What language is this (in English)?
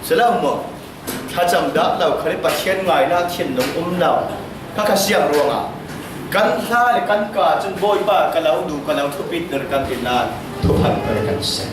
Falam Chin